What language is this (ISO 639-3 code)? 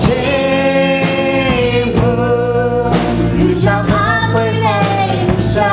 lhu